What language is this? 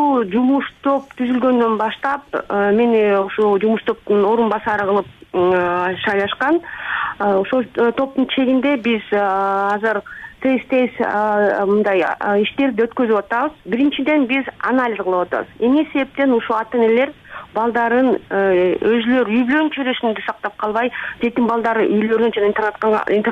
Kyrgyz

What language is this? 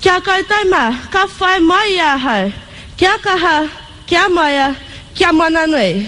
Māori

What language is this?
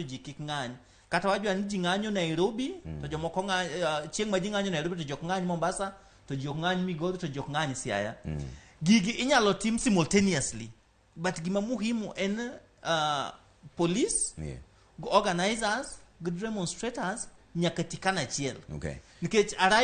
Luo (Kenya and Tanzania)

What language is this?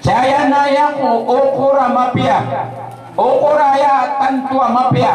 Maranao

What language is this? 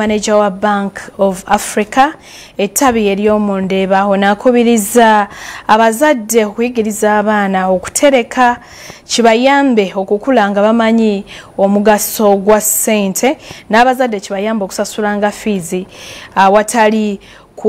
Ganda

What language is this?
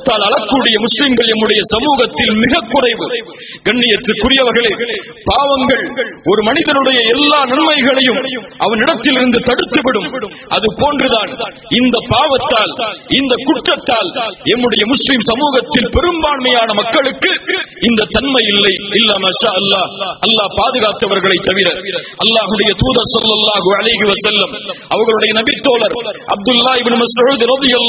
Tamil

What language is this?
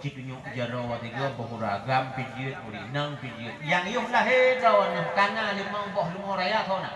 Achinese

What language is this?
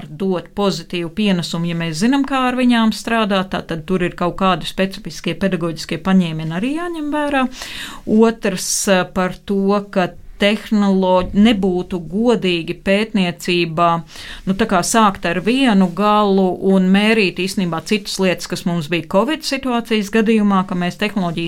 Latvian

